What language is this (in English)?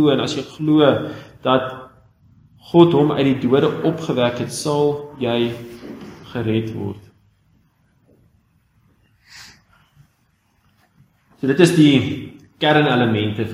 Afrikaans